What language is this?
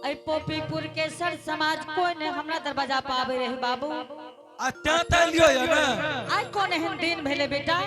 Angika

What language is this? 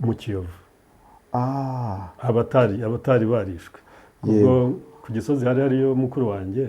Kinyarwanda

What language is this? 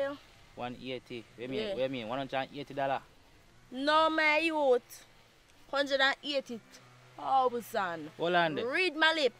Jamaican Creole English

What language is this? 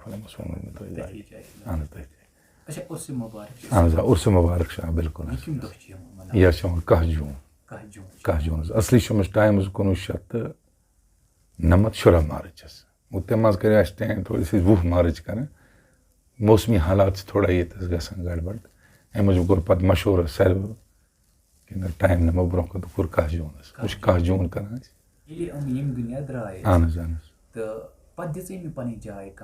Kashmiri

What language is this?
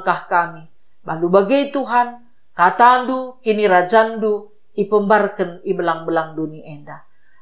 Batak Karo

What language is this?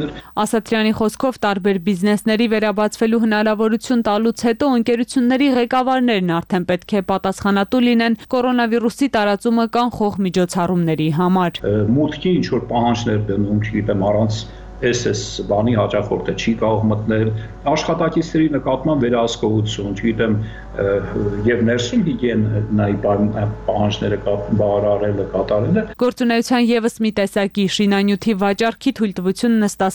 Armenian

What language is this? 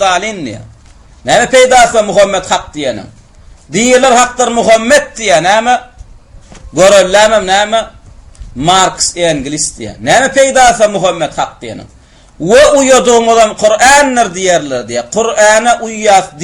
Turkmen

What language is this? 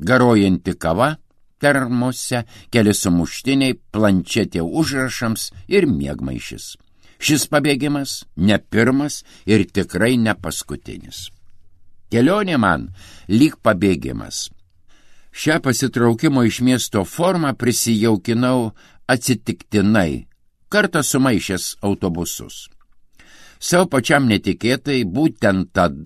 Lithuanian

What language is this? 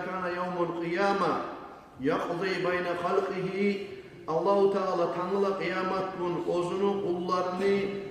Kumyk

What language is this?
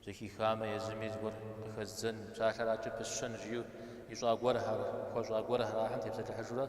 Kabardian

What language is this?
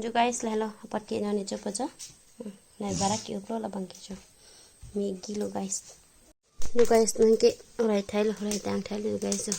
Karbi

